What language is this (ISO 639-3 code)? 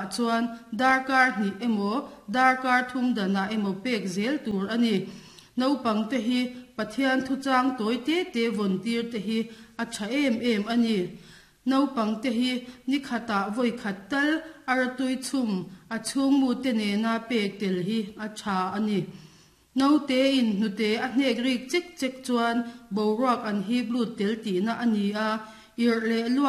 lus